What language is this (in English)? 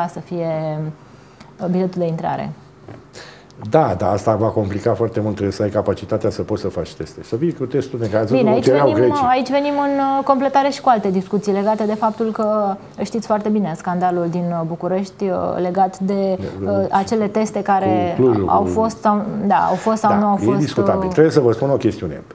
Romanian